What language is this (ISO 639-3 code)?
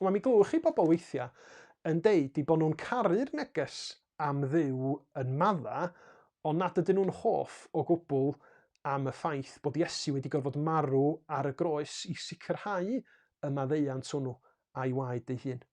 cym